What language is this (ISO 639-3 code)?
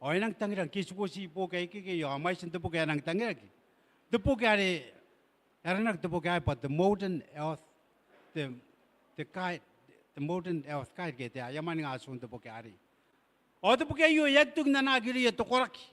gil